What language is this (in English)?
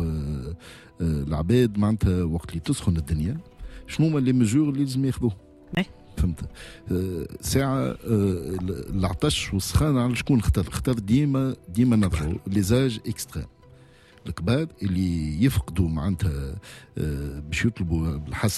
Tunisian Arabic